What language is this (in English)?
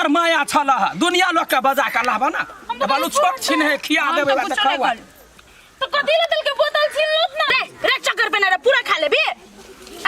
Maithili